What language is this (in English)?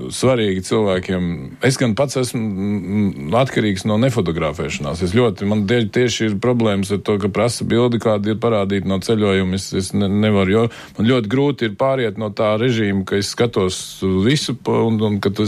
Latvian